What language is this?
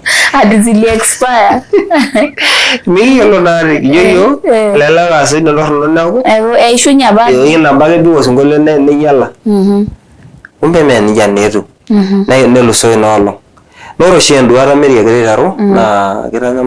Masai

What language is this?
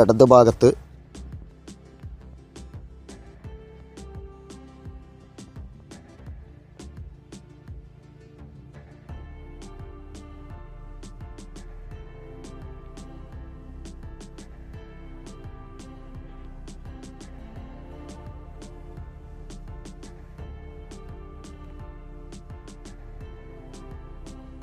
Malayalam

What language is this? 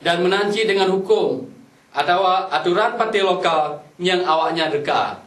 Achinese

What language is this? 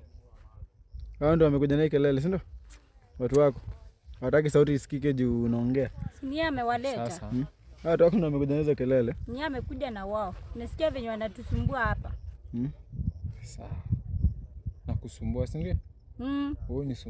Swahili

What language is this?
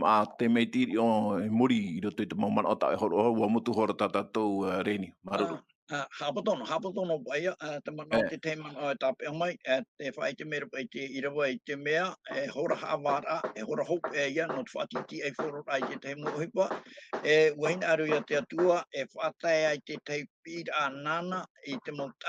Tahitian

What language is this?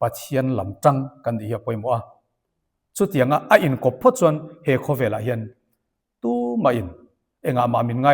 Mizo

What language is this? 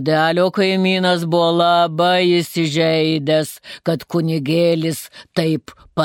Lithuanian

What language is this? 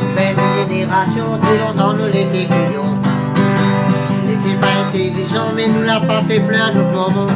Réunion Creole French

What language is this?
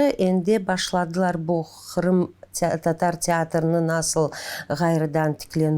Crimean Tatar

